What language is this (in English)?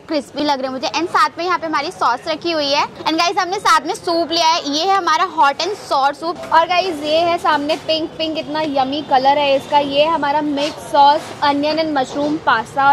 Hindi